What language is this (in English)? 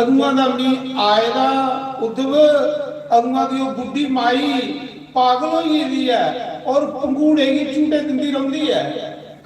Dogri